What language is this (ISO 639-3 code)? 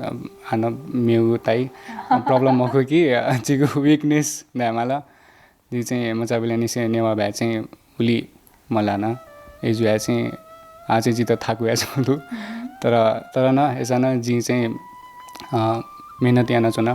new